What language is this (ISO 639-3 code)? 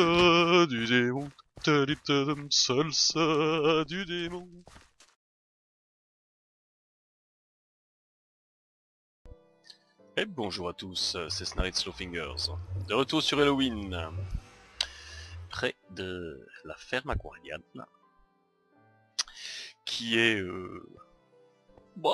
fra